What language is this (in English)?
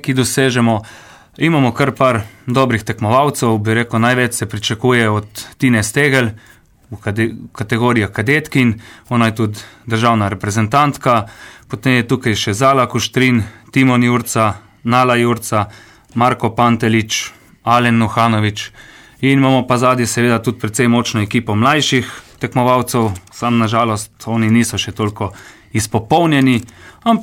Slovenian